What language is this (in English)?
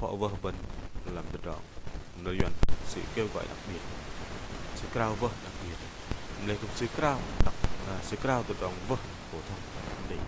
Bahnar